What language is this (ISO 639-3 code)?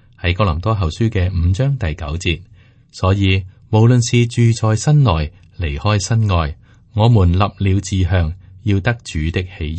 yue